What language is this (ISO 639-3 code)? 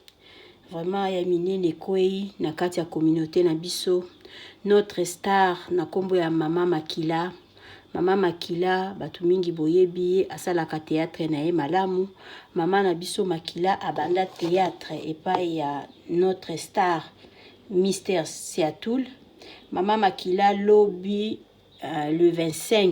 lin